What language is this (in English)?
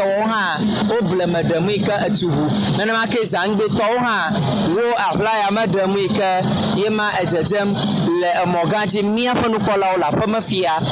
Ewe